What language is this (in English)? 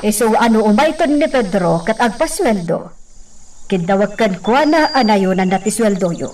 Iloko